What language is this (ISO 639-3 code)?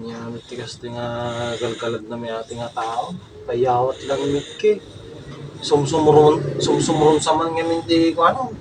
ilo